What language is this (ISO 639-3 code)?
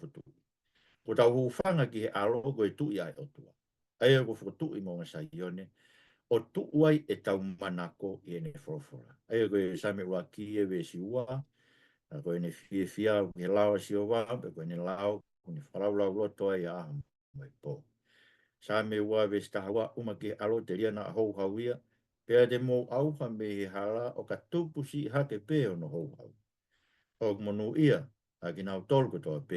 ton